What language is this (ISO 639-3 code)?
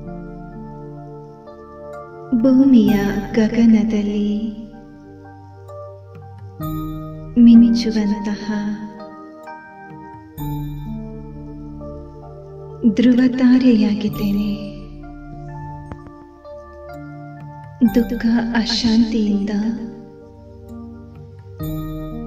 kan